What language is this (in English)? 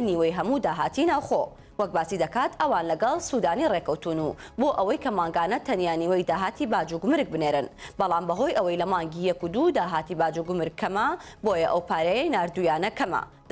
Central Kurdish